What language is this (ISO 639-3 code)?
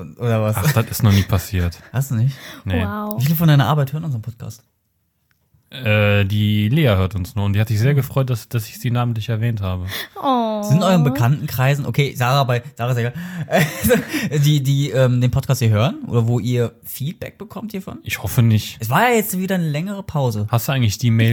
deu